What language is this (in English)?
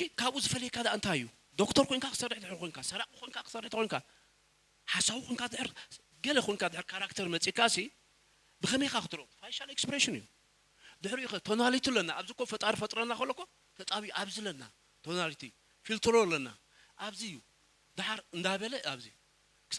Tigrinya